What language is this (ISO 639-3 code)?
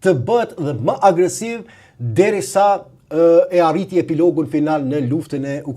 sqi